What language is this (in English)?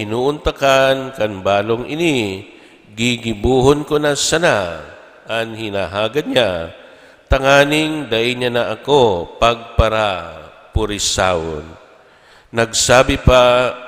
Bikol